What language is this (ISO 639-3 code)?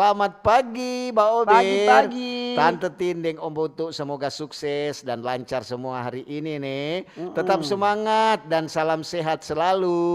xmm